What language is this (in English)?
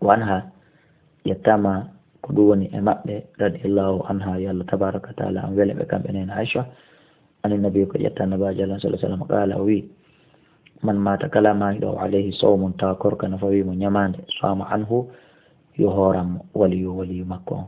Fula